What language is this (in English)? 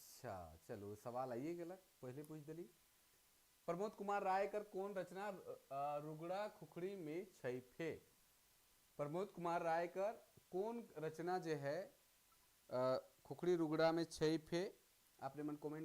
Sadri